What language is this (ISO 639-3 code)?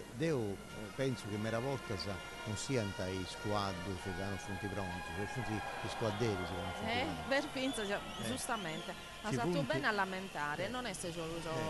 srd